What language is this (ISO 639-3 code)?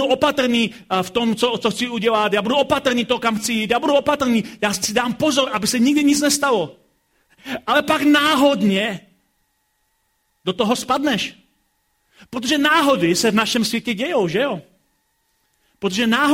ces